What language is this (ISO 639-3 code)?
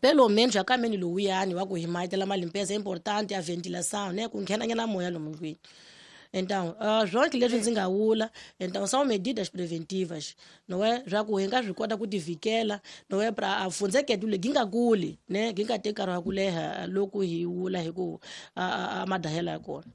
tso